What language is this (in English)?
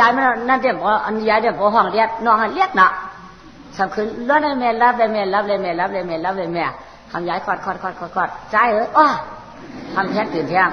Shan